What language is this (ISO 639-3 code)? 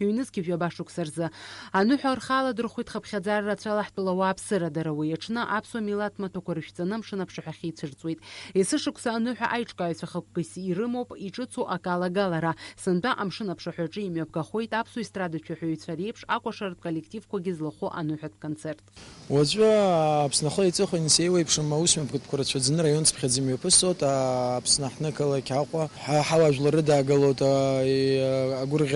abk